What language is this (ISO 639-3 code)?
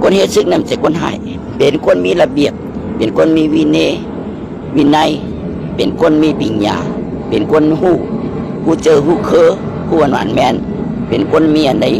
shn